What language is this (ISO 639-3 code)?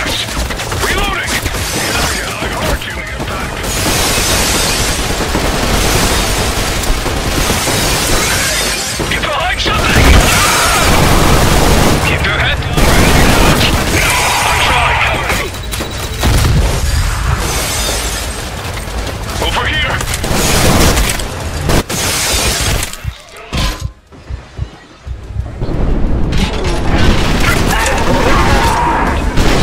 eng